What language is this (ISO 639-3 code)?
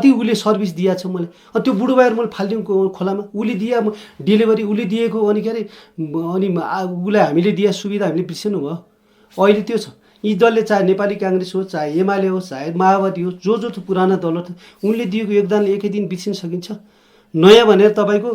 nep